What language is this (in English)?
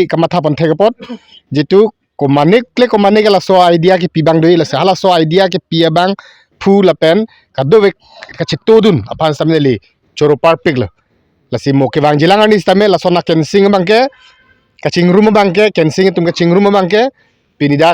Karbi